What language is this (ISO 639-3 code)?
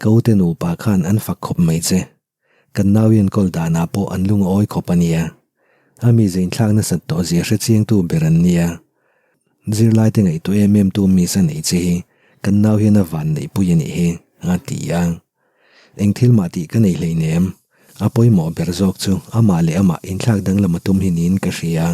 lus